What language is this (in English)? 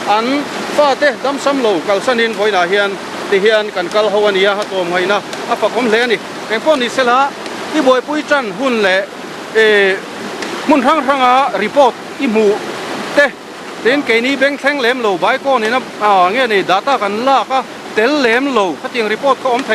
Mizo